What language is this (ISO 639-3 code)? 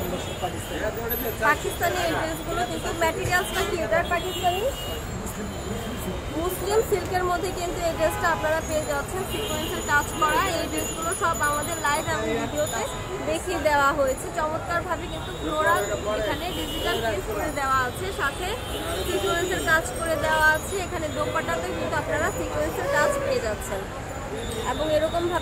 ben